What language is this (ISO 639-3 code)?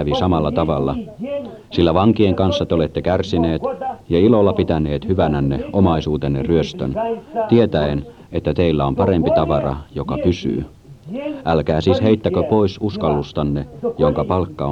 fin